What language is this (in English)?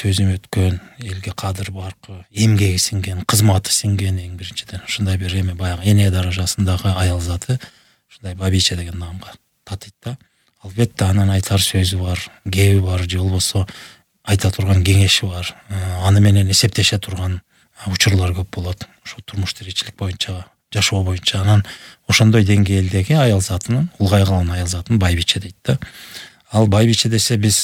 Kyrgyz